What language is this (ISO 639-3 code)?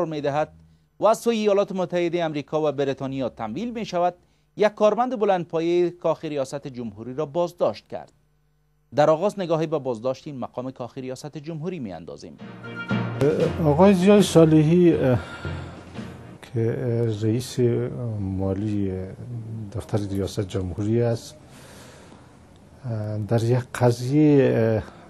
fas